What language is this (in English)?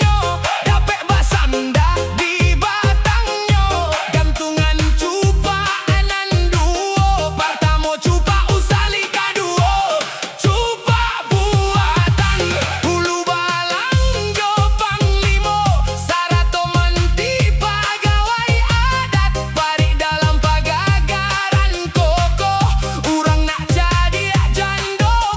Minangkabau